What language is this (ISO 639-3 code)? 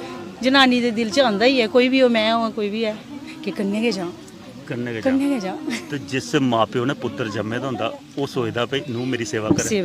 doi